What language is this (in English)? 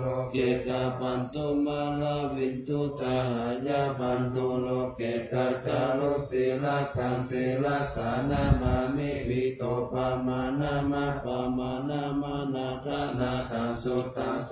Pali